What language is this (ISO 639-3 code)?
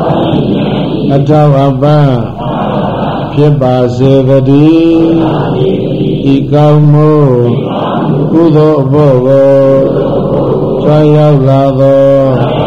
mya